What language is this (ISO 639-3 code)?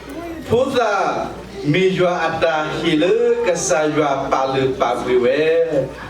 ksw